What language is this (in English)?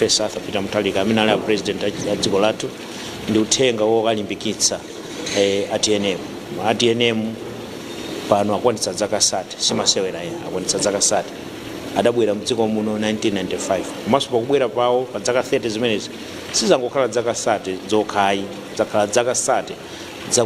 Nyanja